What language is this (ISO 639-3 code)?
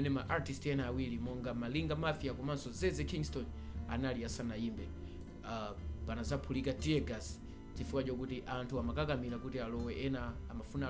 nya